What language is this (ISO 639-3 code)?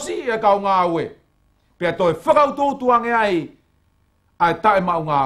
ton